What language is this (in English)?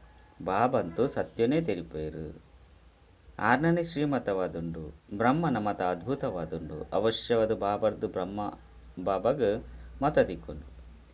Tulu